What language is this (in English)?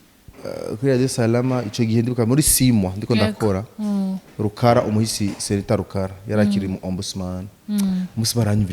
Rundi